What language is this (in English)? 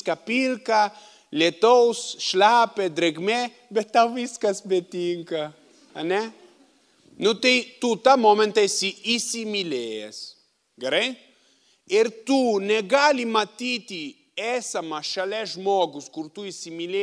Lithuanian